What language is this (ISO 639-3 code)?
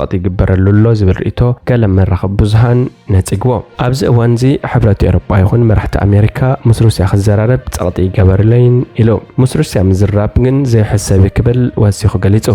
tir